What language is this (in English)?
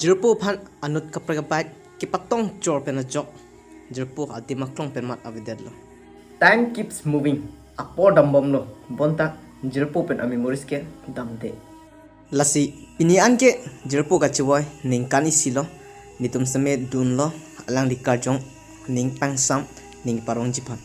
Karbi